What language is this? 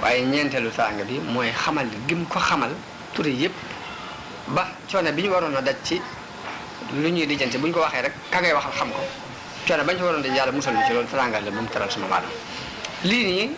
Wolof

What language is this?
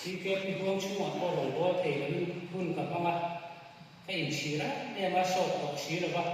Mizo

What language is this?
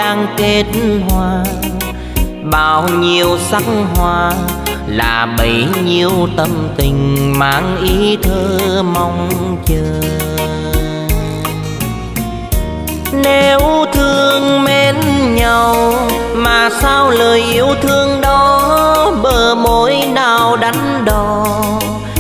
Vietnamese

